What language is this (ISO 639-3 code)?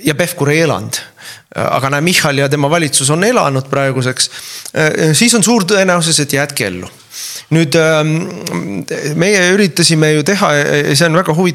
est